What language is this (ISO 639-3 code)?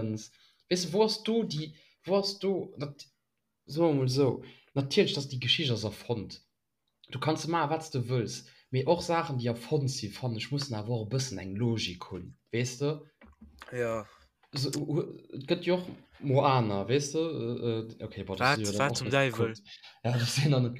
ltz